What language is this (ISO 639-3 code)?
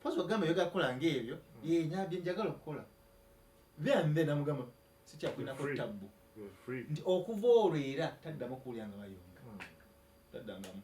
lug